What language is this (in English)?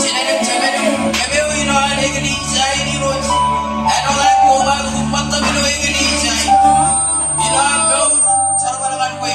Marshallese